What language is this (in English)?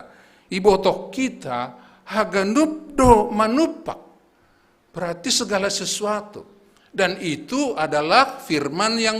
Batak Simalungun